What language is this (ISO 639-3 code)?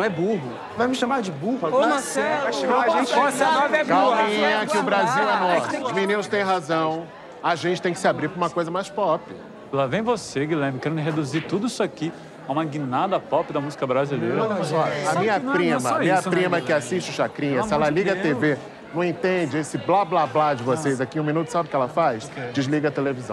por